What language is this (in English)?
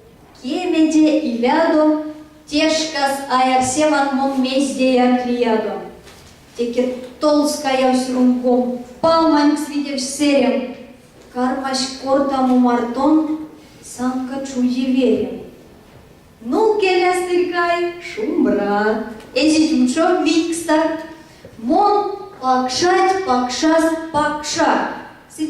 Erzya